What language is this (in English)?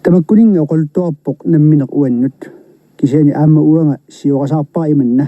Kalaallisut